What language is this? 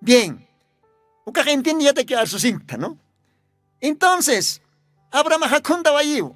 Aymara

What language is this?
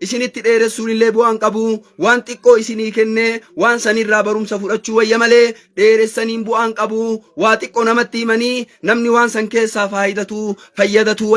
Oromo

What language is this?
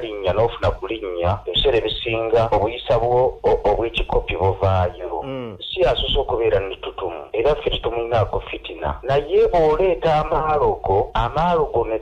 Ganda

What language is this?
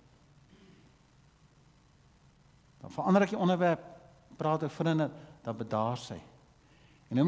Afrikaans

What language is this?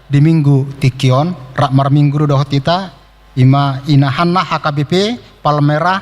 Batak Toba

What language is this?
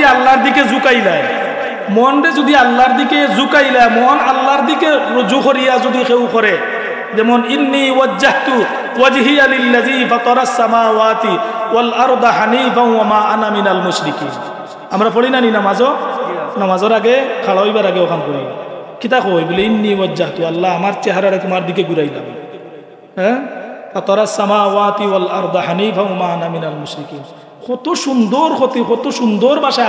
Sylheti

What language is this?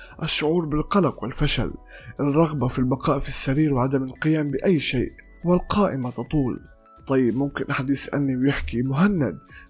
North Levantine Arabic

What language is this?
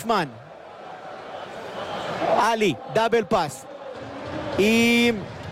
Hebrew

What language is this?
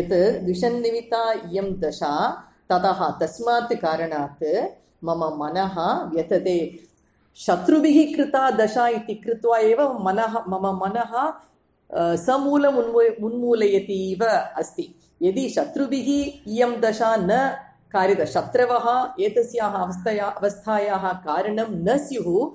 Sanskrit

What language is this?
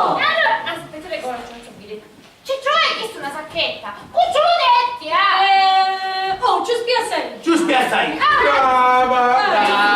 Sicilian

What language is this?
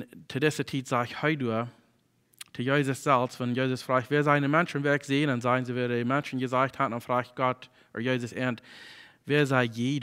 Plautdietsch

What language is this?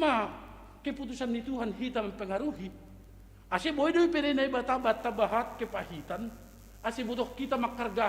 Batak Simalungun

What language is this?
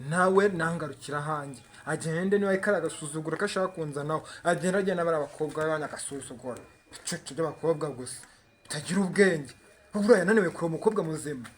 Kinyarwanda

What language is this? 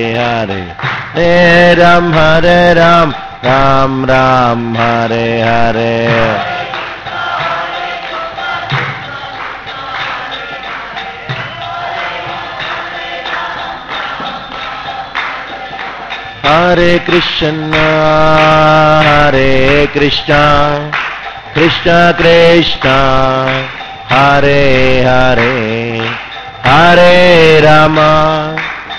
Hindi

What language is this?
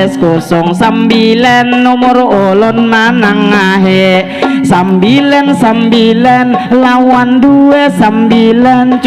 Banjar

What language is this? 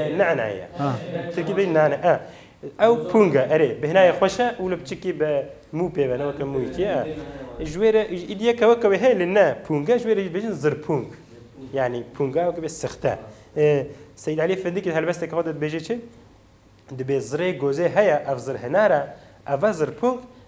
Kurdish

